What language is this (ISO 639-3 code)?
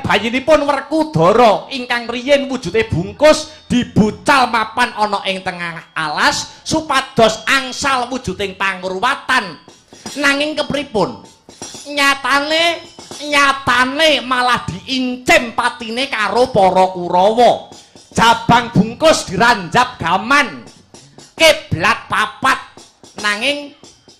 jav